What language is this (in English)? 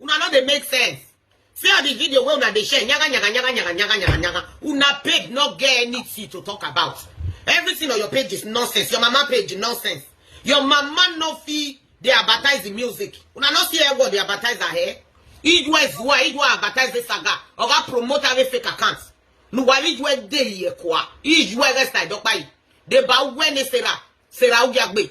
Nigerian Pidgin